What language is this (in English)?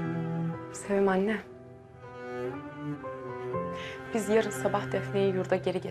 Turkish